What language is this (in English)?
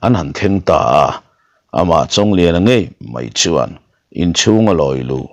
Mizo